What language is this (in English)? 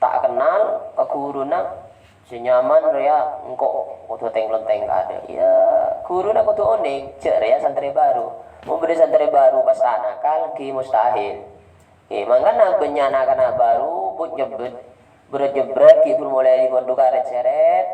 Madurese